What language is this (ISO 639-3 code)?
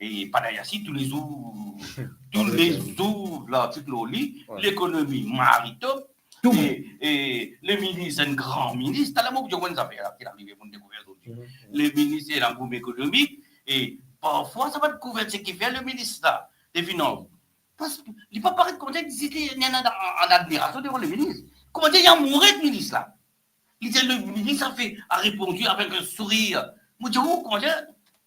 mfe